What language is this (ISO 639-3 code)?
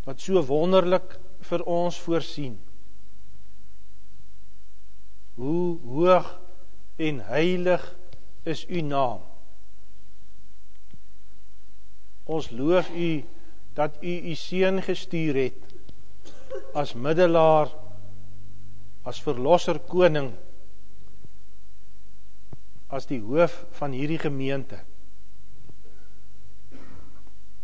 afr